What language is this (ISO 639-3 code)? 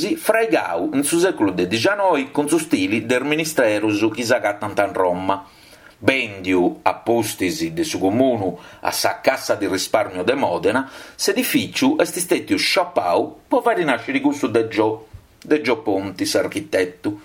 srd